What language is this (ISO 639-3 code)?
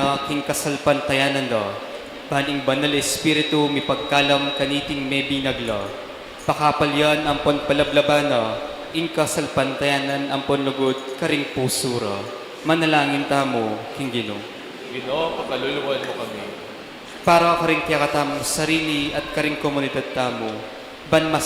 pam